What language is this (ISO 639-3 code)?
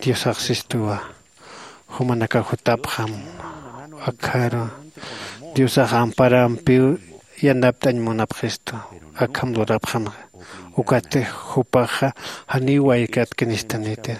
aym